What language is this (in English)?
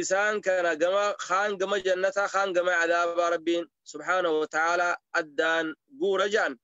Oromo